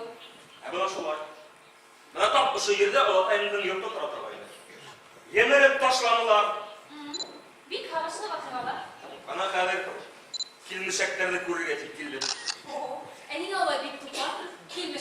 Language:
Bashkir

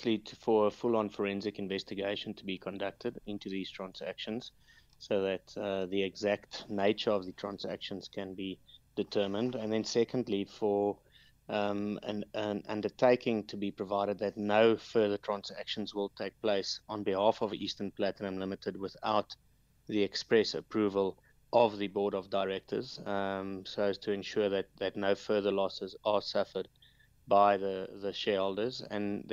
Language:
English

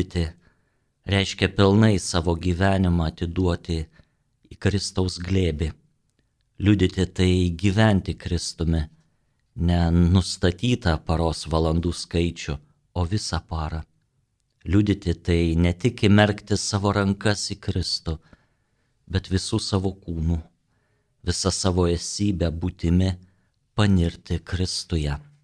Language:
Lithuanian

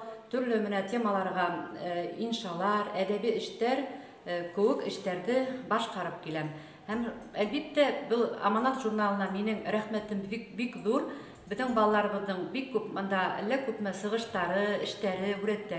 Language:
Bashkir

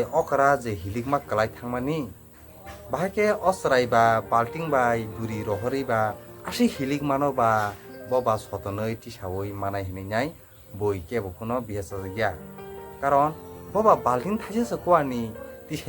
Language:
Kok Borok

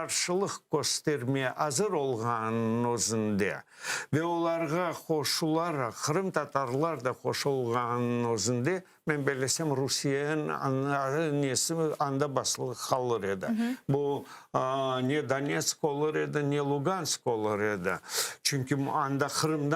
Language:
Crimean Tatar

